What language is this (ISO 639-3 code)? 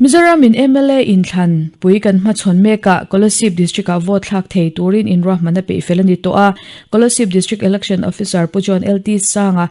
lus